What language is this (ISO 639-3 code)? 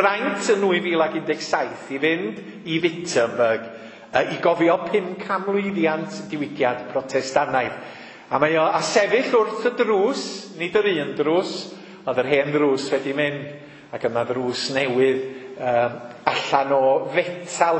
cym